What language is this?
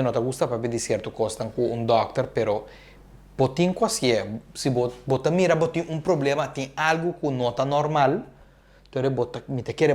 Papiamento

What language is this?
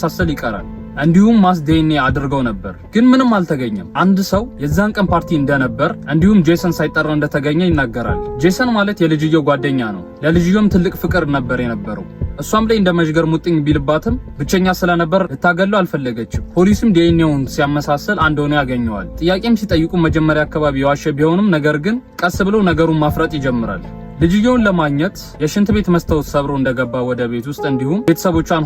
Amharic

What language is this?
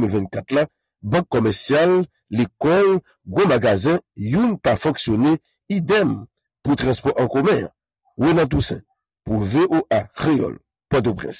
Haitian Creole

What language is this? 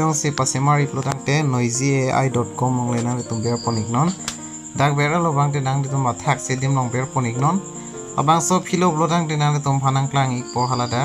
Karbi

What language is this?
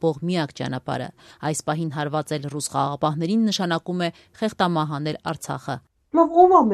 Armenian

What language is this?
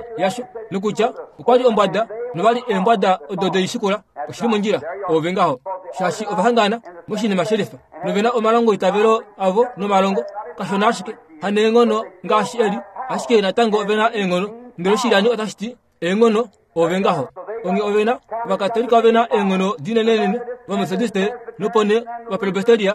Kuanyama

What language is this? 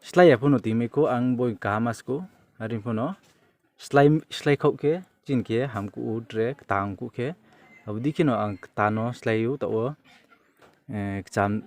Riang (India)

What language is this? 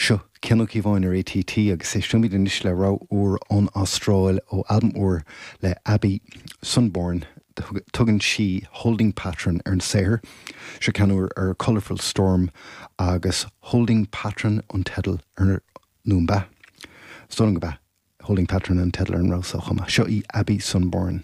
Irish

